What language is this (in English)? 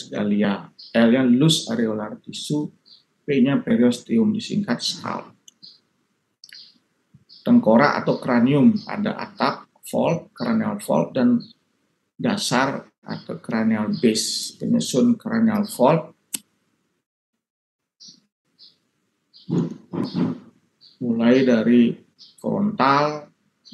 Indonesian